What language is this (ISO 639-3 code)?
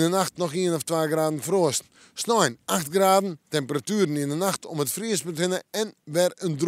fry